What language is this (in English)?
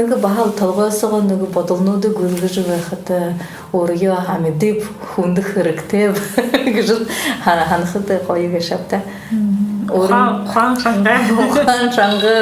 Buriat